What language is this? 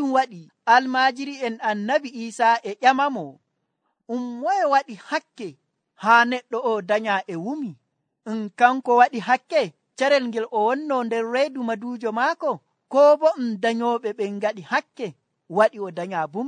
Nigerian Fulfulde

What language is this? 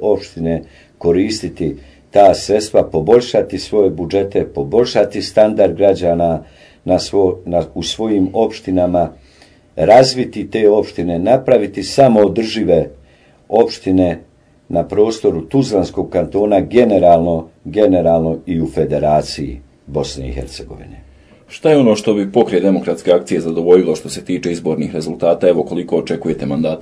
Bosnian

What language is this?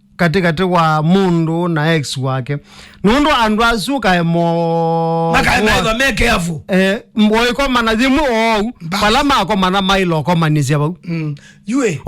Kamba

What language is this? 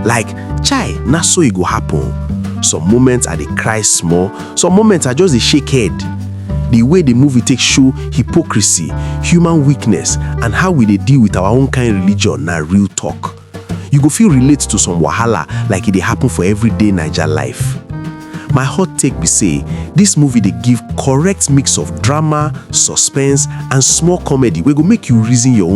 Nigerian Pidgin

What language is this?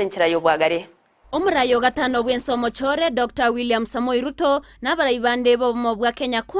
Gusii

